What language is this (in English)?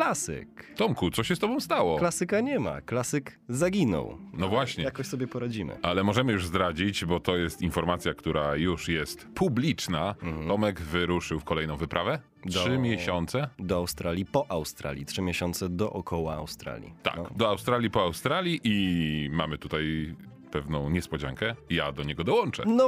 Polish